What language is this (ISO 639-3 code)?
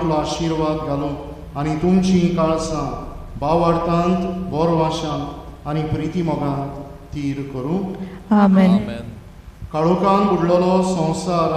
kok